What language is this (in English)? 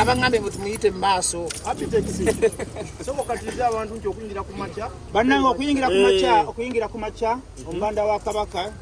Ganda